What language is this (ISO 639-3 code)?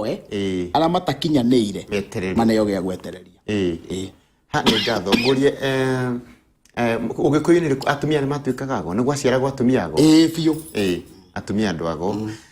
kik